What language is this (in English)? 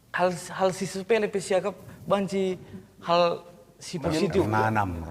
Batak Karo